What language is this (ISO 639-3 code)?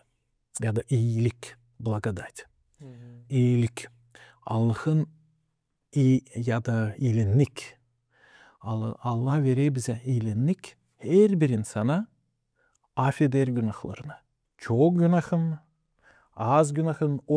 gag